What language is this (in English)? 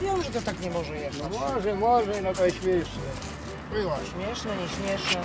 Silesian